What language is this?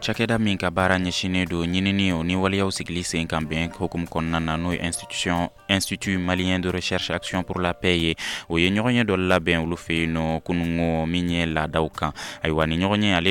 Bambara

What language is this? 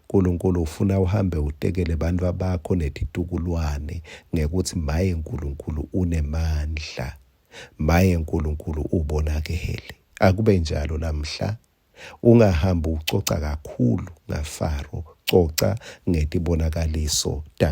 Swati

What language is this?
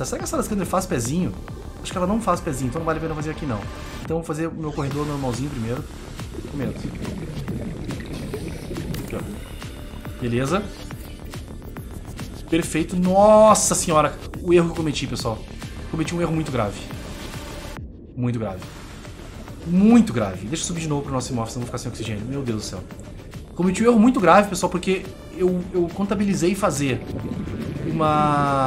Portuguese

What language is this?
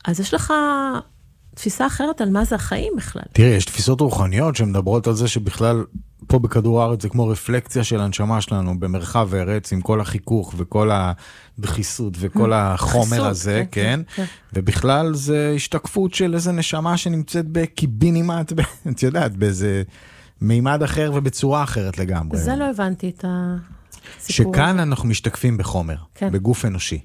Hebrew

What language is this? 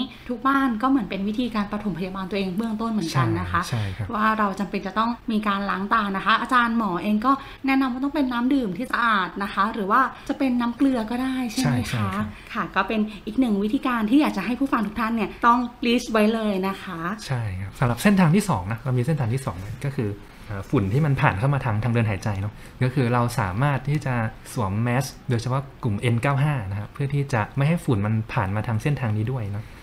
Thai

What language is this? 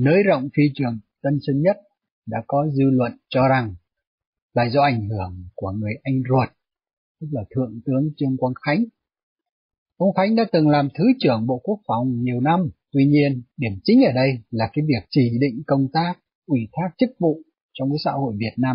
Vietnamese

